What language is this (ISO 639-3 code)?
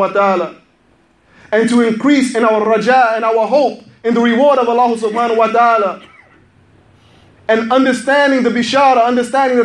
eng